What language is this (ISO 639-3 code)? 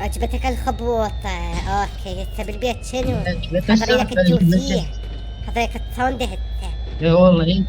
acm